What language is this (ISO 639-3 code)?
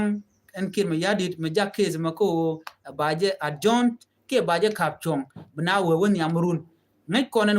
nus